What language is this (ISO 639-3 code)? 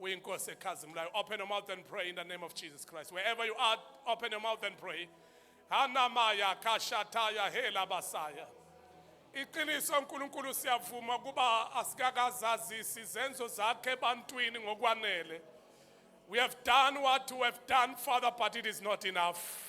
zul